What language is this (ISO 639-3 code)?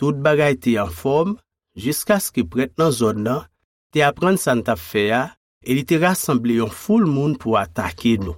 hat